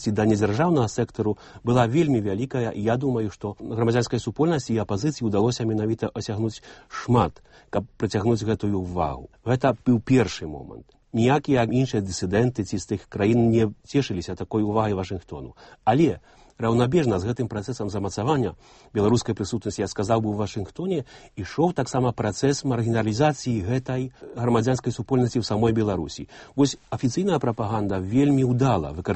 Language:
Belarusian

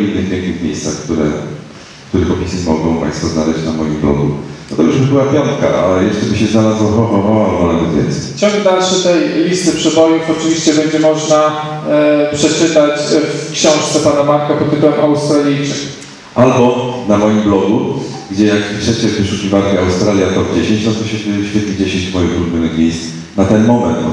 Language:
Polish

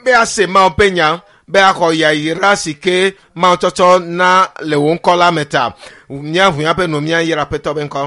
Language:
Ewe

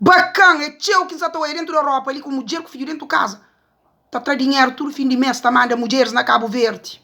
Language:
Kabuverdianu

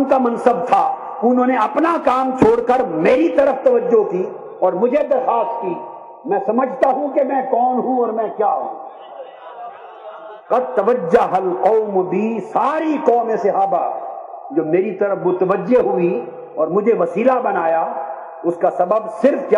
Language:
Urdu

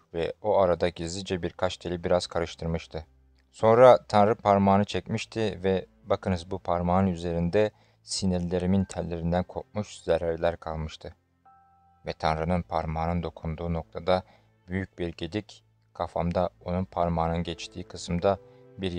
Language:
Turkish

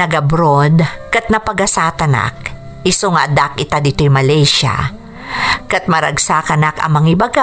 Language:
Iloko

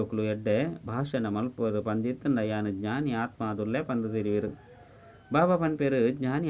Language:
Tulu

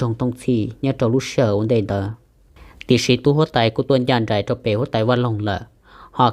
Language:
Hmong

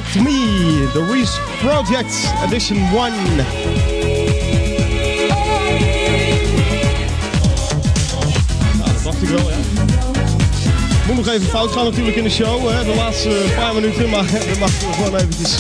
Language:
Dutch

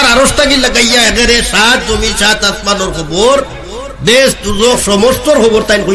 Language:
Sylheti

